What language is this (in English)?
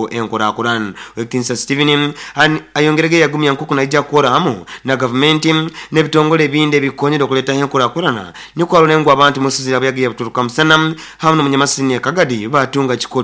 Nyoro